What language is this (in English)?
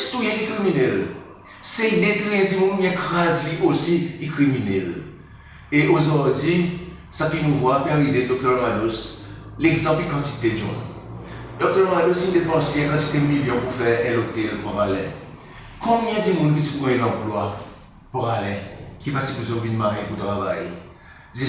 Seselwa Creole French